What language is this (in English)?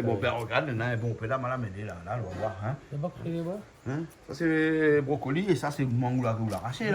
Réunion Creole French